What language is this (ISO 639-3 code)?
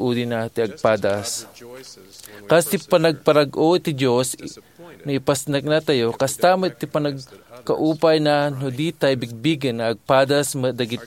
ilo